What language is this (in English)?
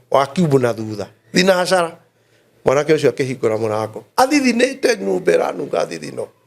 Kikuyu